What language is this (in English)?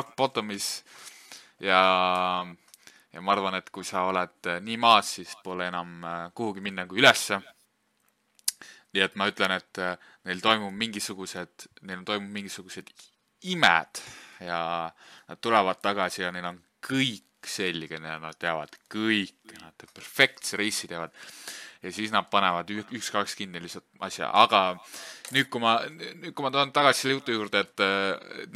Estonian